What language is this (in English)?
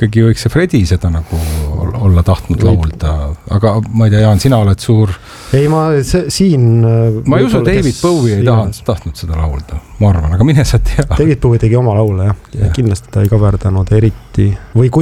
Estonian